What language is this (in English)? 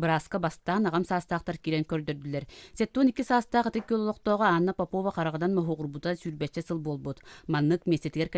Yakut